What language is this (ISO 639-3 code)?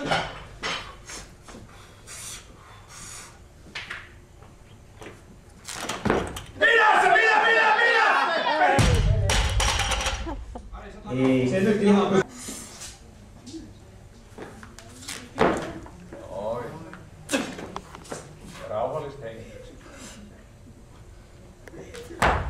fin